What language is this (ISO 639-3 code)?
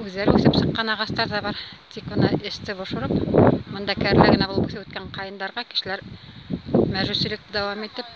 bak